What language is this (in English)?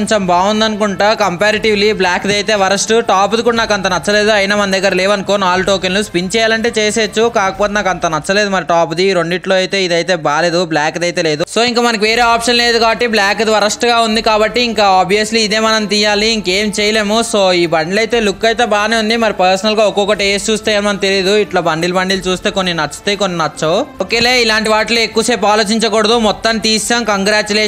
Telugu